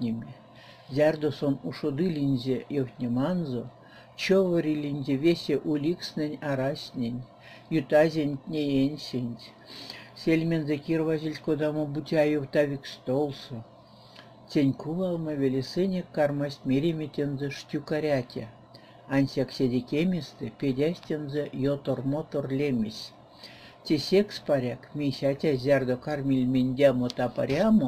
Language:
Erzya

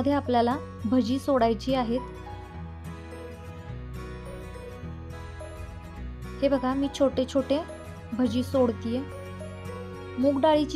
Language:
Marathi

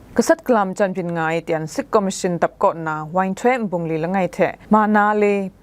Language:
Kachin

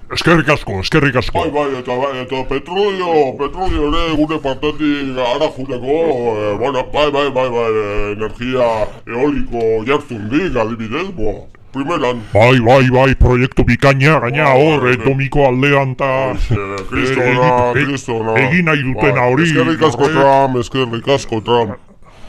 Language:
Basque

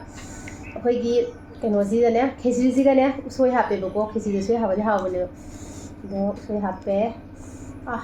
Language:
Manipuri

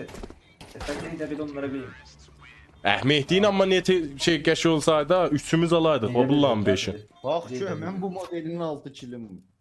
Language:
South Azerbaijani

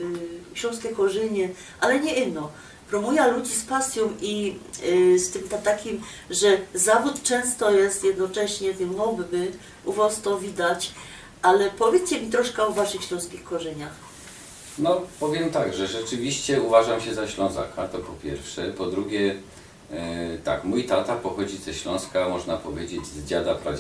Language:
Silesian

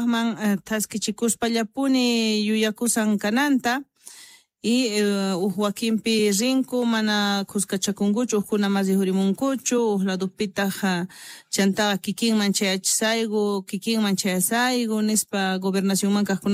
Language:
South Bolivian Quechua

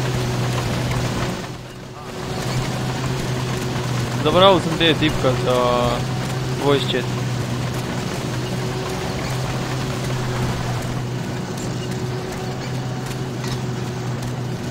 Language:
Croatian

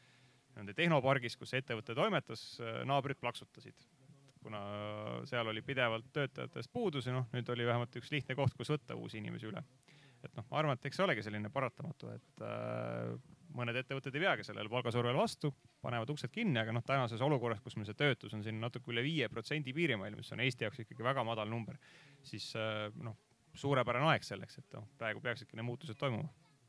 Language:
Estonian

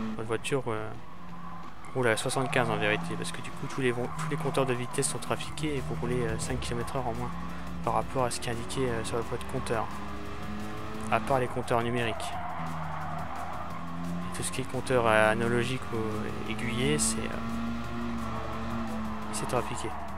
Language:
French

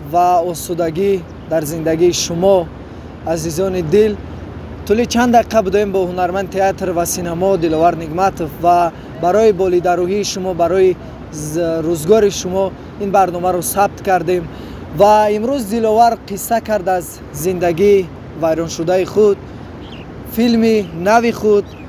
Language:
Tajik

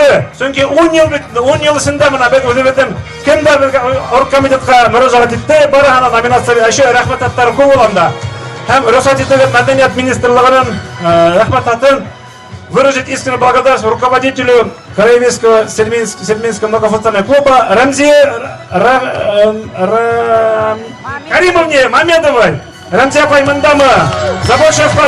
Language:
Bashkir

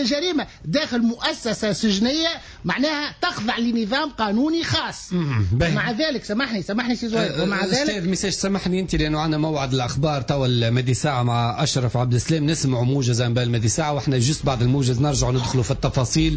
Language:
Tunisian Arabic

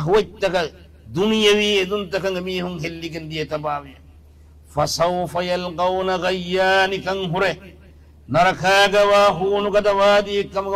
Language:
Divehi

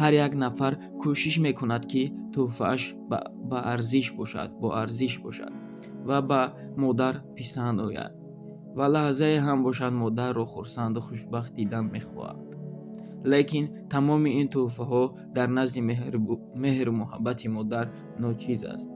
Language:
Tajik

